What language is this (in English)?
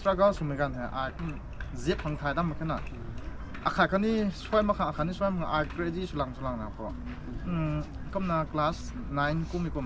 Rongmei Naga